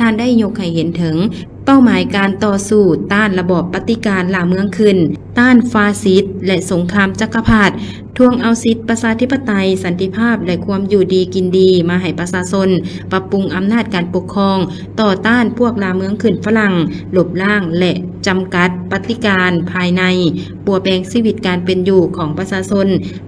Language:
Lao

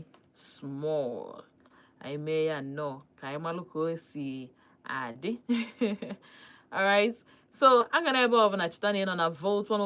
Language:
Igbo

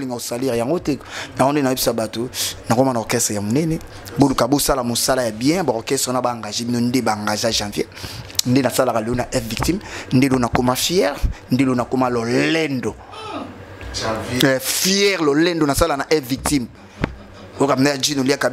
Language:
Lingala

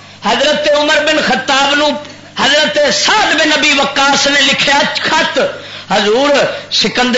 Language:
Western Panjabi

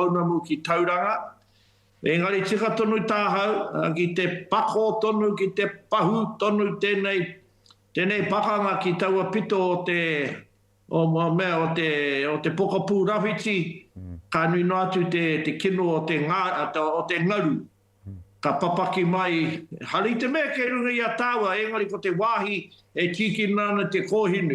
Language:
Māori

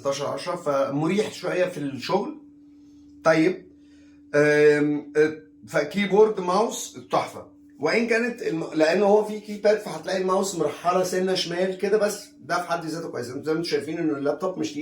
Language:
Egyptian Arabic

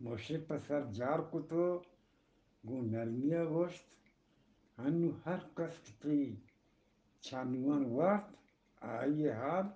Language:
Eastern Balochi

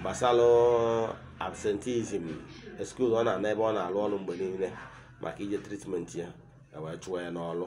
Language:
Igbo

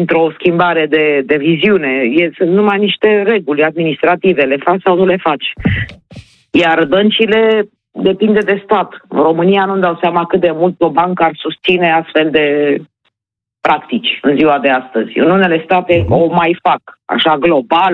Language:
Romanian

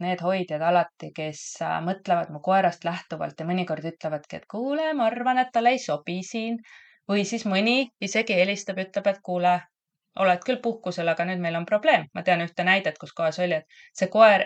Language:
Estonian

